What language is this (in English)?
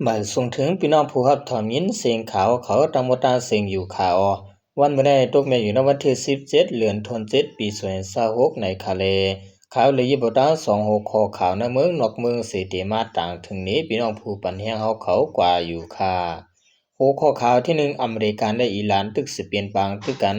Shan